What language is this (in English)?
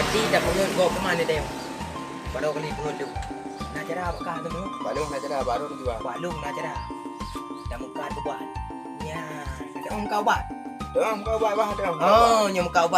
Achinese